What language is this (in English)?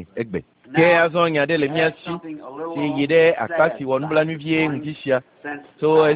Ewe